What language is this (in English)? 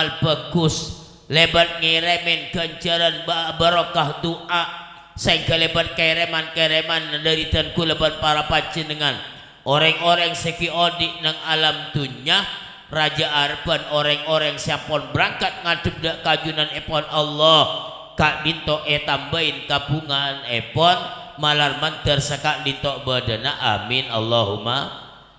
Madurese